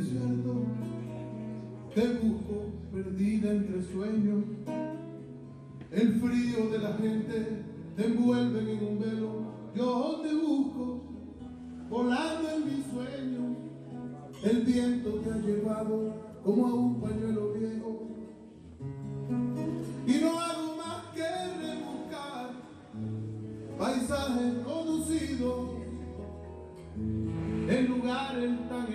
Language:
Spanish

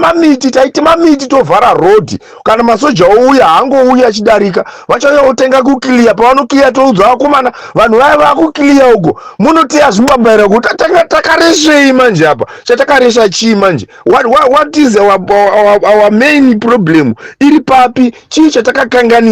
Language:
Shona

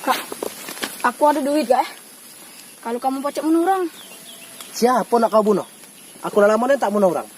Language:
Musi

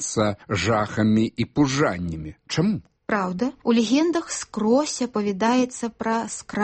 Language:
Belarusian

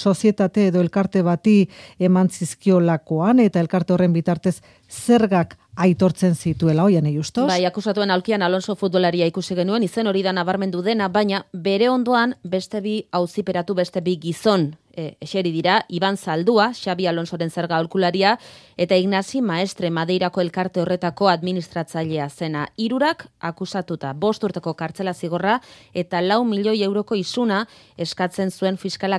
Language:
Basque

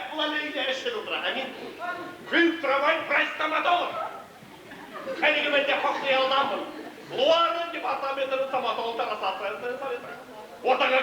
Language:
Bashkir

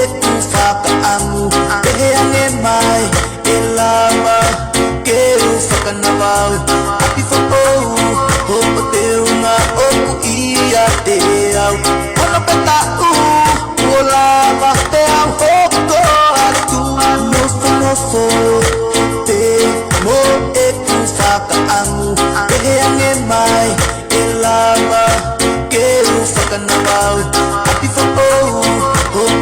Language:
Tongan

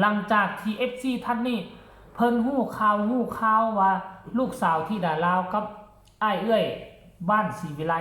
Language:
Northeastern Thai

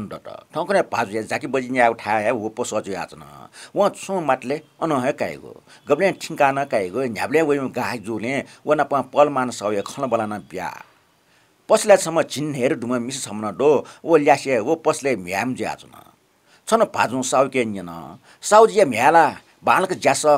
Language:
Newari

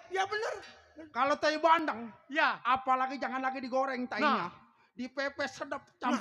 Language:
Betawi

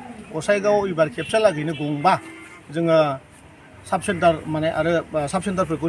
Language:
Bodo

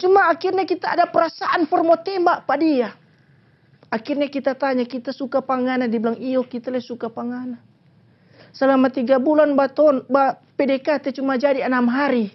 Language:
Manado Malay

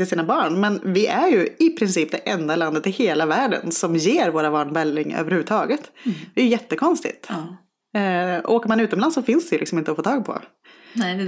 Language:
Swedish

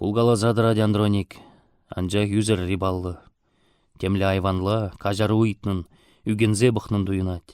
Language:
Chuvash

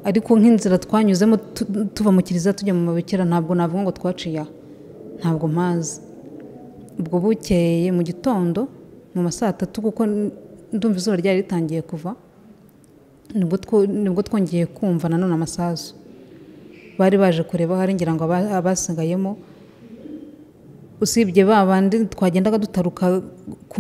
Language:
Kinyarwanda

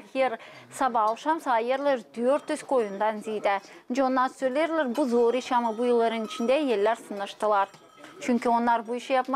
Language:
Gagauz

